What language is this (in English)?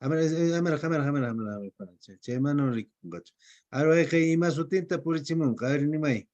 Quechua